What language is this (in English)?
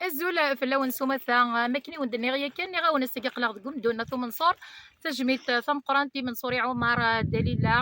Kabyle